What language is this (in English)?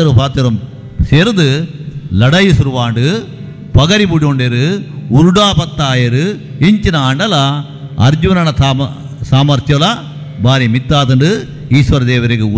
Tulu